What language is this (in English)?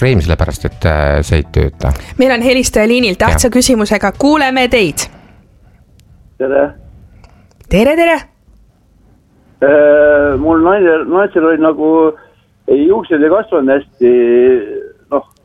Estonian